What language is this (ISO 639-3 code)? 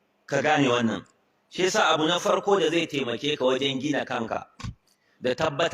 hau